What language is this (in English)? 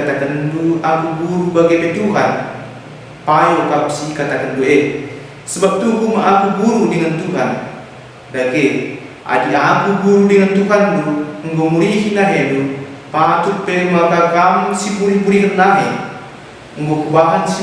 Batak Karo